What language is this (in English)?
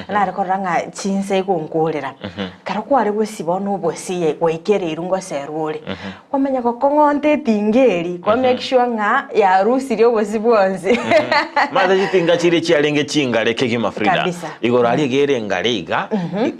Gusii